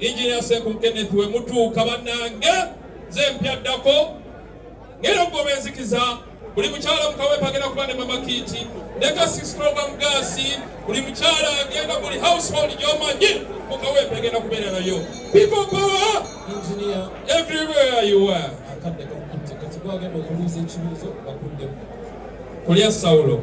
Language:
Ganda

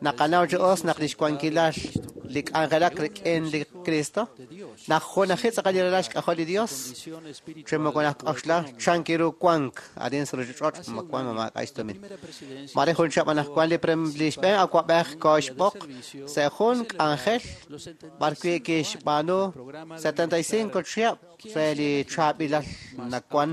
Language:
Kekchí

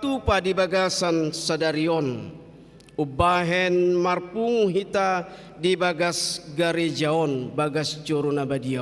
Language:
Batak Toba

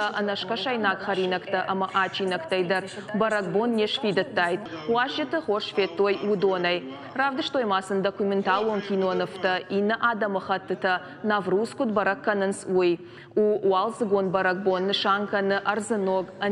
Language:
Ossetic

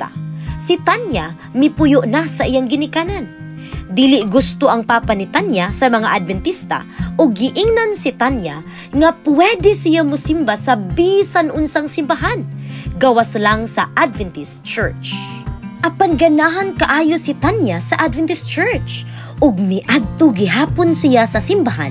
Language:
Cebuano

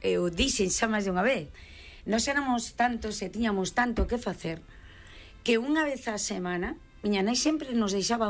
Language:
Galician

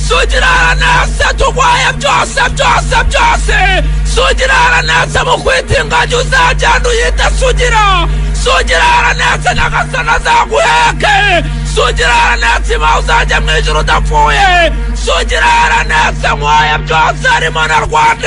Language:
Kinyarwanda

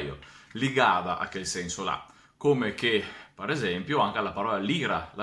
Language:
Venetian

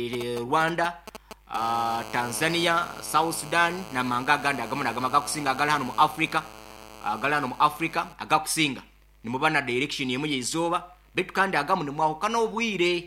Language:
Nyoro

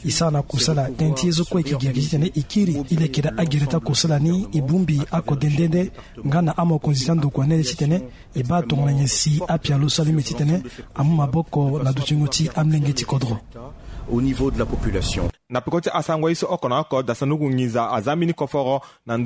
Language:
Sango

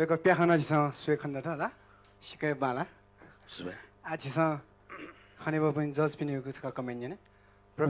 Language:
Newari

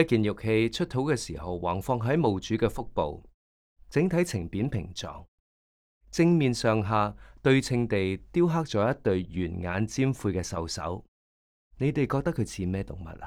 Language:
Cantonese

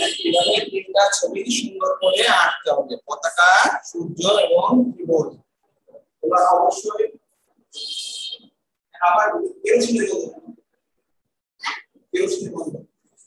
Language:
Bangla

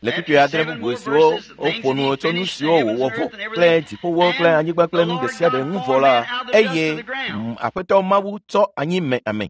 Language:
Ewe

